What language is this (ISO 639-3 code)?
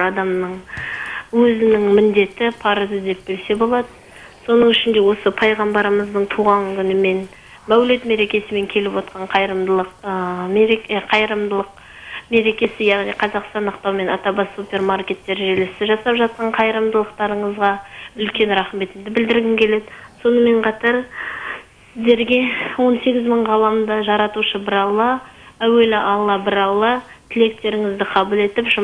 kaz